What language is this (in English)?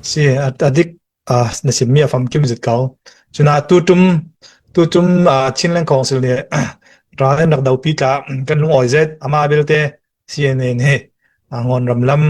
Falam Chin